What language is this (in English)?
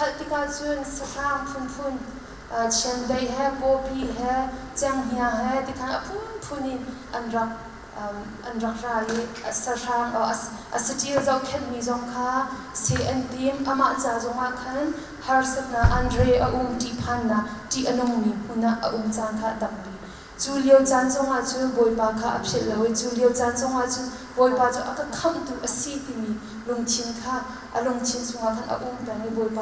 Hakha Chin